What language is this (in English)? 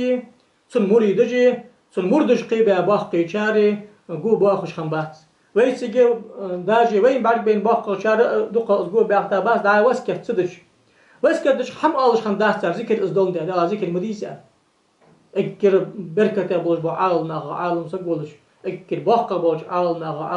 Ingush